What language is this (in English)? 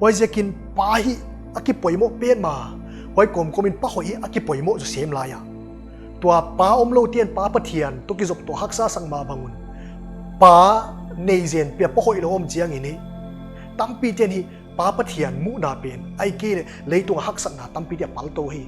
Paite Chin